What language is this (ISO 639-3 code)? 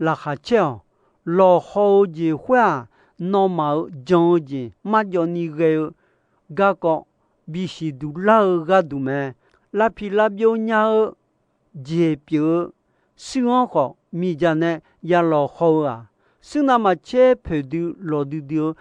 ahk